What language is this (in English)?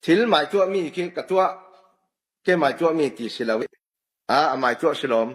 Falam Chin